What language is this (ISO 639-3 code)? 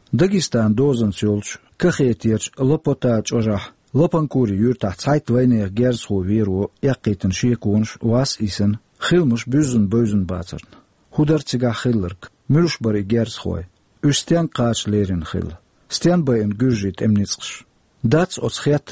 che